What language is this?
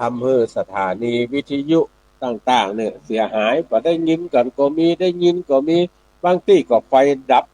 Northern Thai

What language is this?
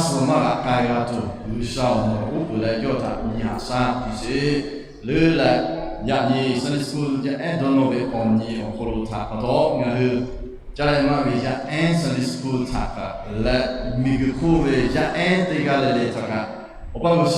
Lahu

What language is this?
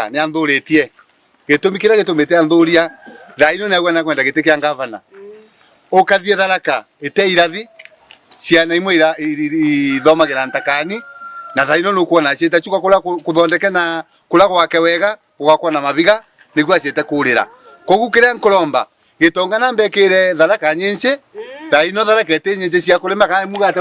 Meru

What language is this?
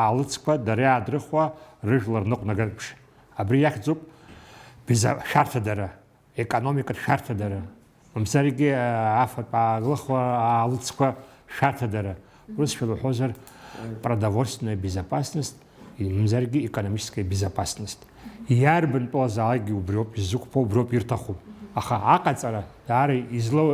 Abkhazian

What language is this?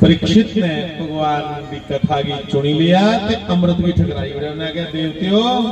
Dogri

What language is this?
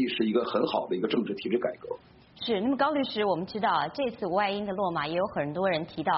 Chinese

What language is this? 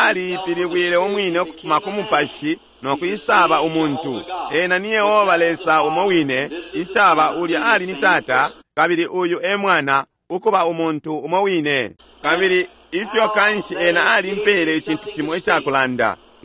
Bemba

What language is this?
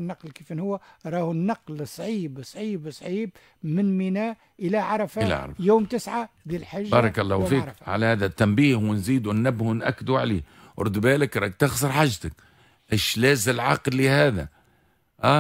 Tunisian Arabic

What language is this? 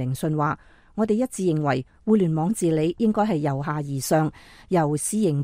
Cantonese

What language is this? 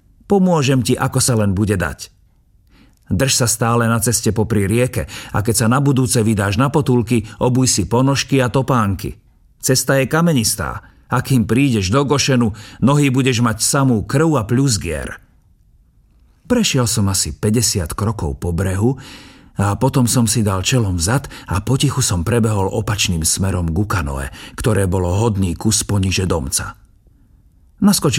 Slovak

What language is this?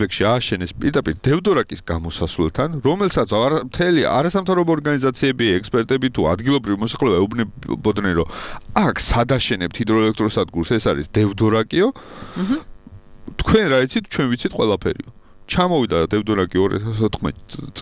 Georgian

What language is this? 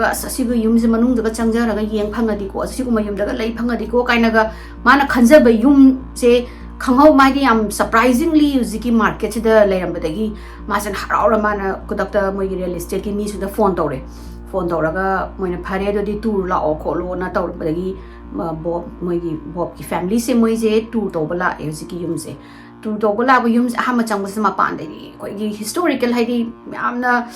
Manipuri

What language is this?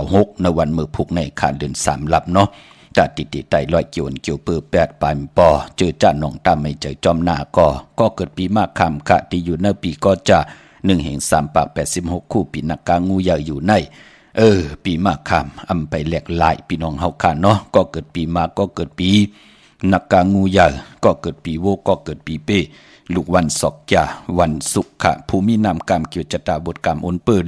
Shan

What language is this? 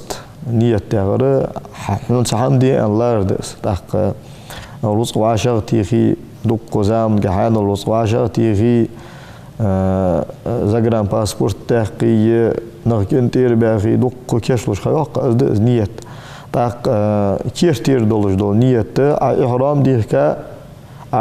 Ingush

